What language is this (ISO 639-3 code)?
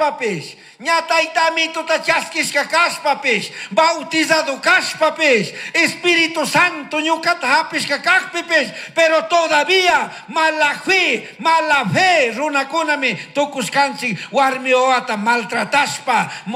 qug